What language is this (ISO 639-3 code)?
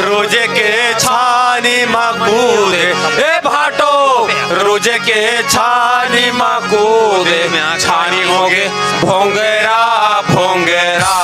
hne